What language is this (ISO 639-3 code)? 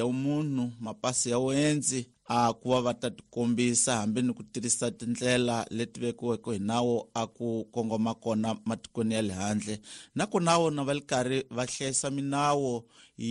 tso